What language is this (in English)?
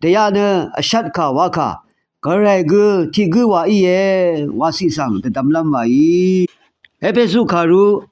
Rawang